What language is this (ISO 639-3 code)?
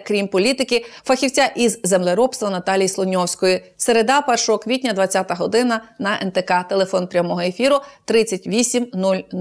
ukr